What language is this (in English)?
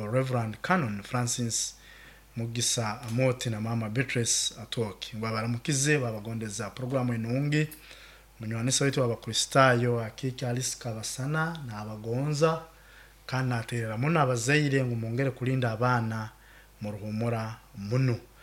Nyoro